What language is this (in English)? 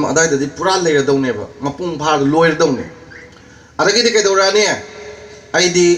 Manipuri